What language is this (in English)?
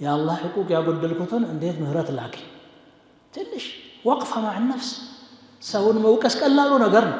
Amharic